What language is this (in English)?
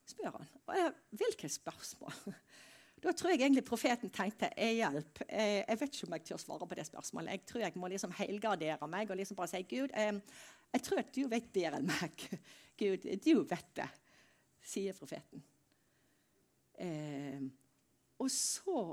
Norwegian